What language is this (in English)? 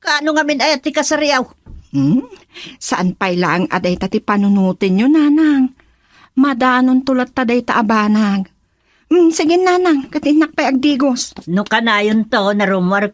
Iloko